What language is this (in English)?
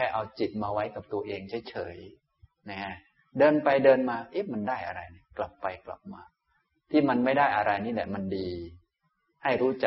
Thai